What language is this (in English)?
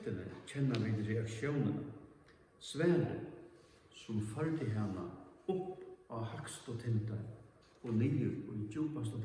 Faroese